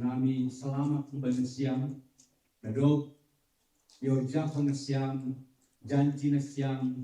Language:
Batak Simalungun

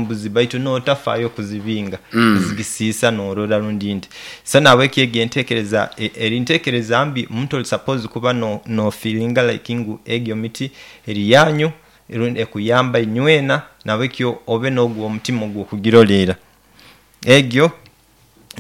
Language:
Nyoro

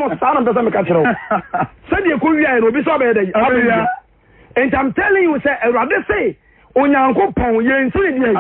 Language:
Akan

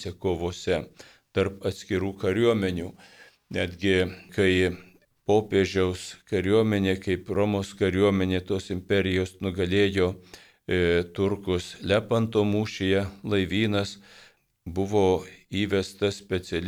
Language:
Lithuanian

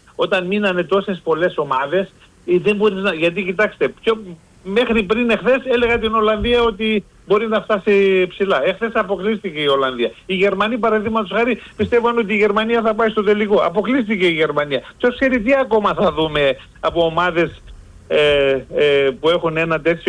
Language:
Greek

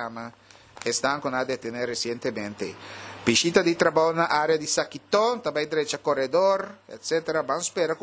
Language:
Papiamento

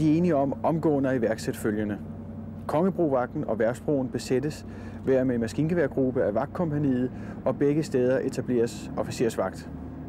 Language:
Danish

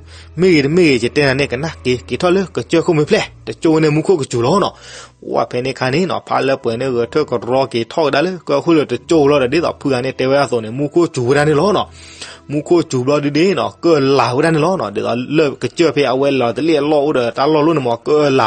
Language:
S'gaw Karen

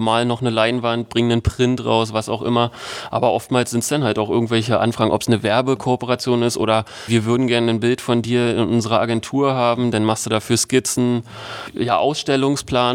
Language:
German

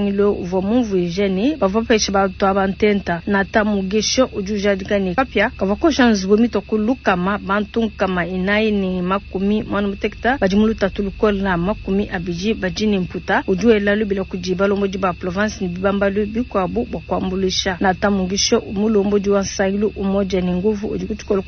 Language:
Luba-Lulua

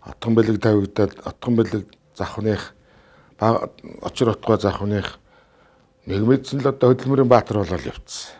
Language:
Mongolian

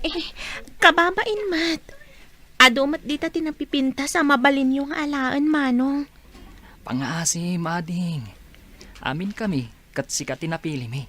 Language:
Iloko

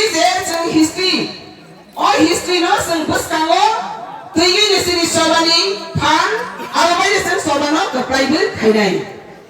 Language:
Kok Borok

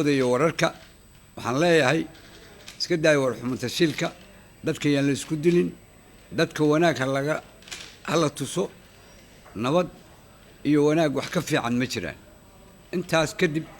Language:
Somali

